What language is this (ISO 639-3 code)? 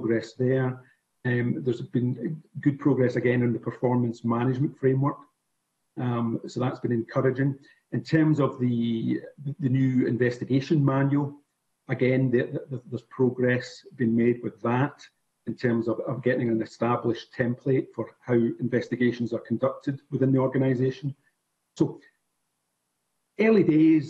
eng